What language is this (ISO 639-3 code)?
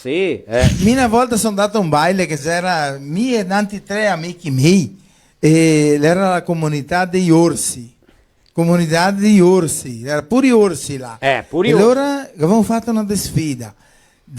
vec